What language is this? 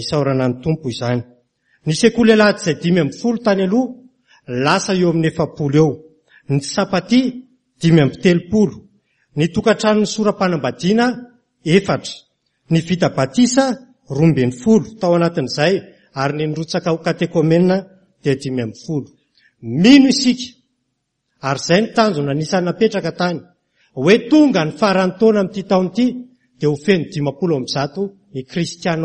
Malagasy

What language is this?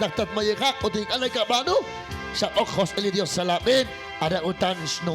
Kekchí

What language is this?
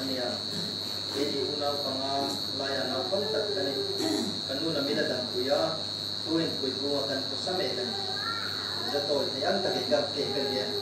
Hmar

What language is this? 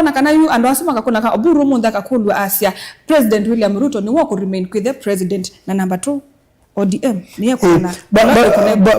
Kamba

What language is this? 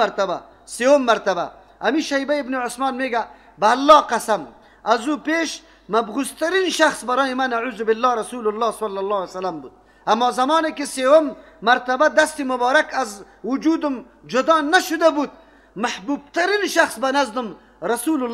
Persian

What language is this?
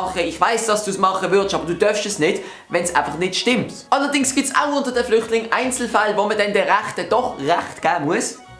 Swiss German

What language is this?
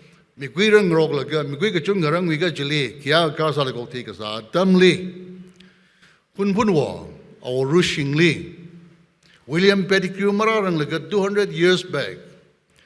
Tangkhul Naga (India)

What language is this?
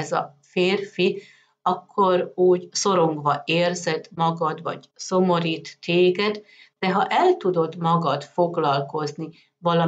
Hungarian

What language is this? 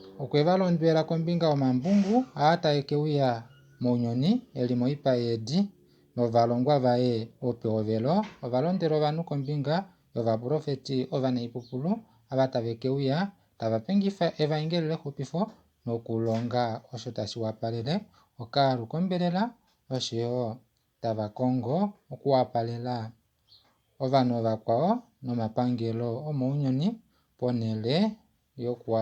Kuanyama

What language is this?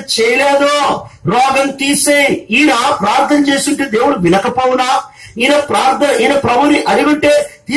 Telugu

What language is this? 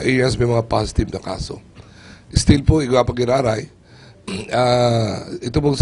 Bikol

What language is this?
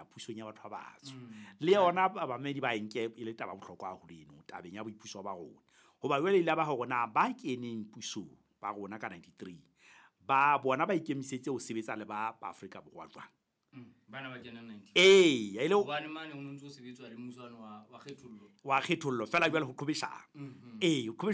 Southern Sotho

